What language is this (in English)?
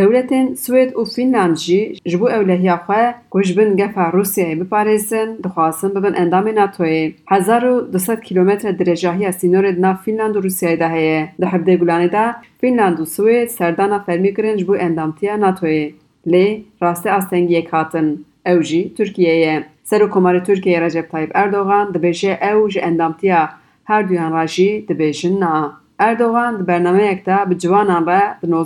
Kurdish